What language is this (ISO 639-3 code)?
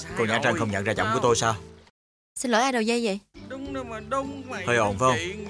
vie